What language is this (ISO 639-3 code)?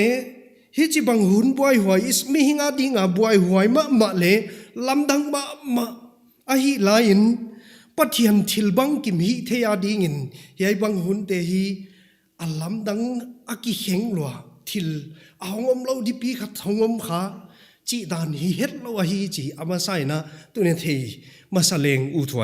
pck